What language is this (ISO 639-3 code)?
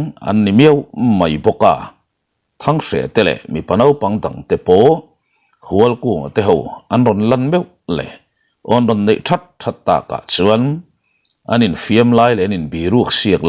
lus